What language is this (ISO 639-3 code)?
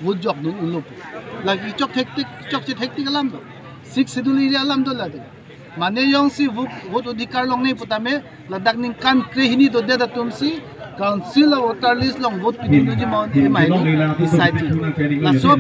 mjw